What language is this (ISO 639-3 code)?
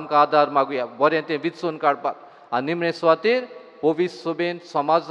kok